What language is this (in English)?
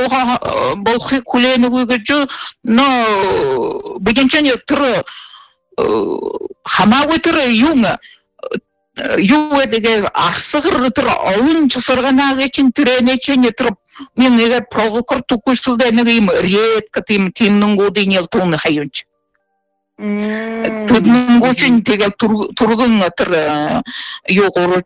Buriat